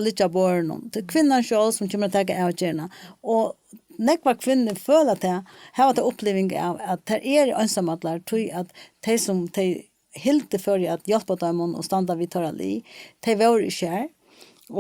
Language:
Faroese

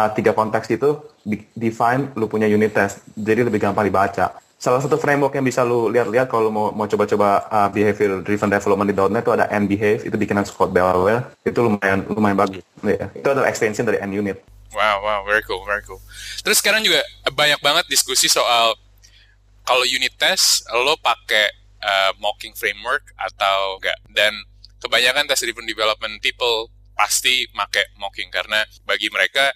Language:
Indonesian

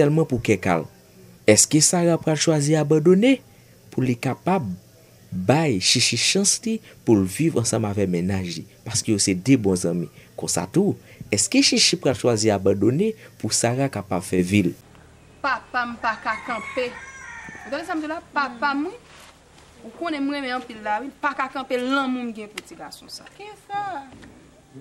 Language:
Haitian Creole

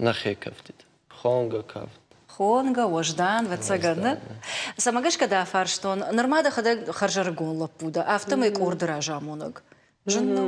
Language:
Ossetic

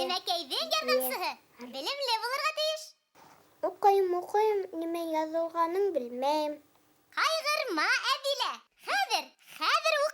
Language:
Bashkir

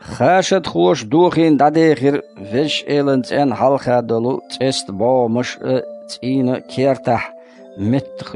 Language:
Chechen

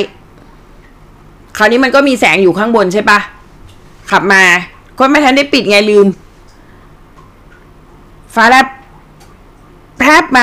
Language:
Thai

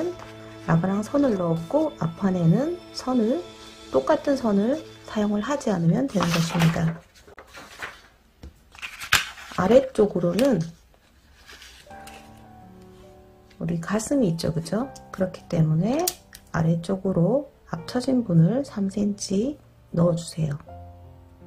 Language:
Korean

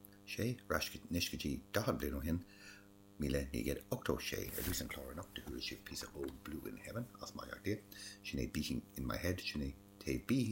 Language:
Irish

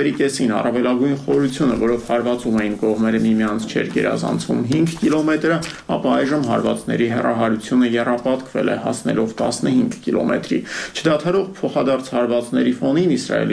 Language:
Armenian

